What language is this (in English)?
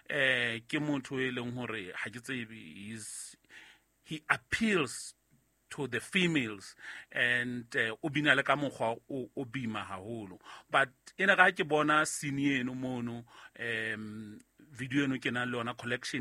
Southern Sotho